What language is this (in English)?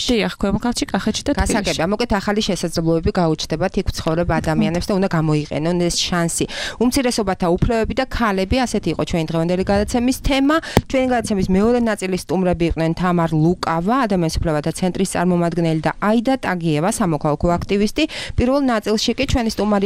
Georgian